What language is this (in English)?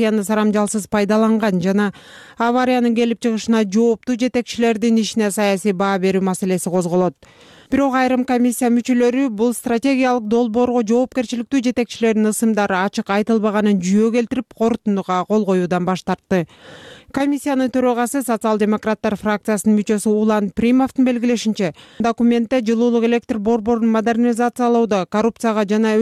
Kyrgyz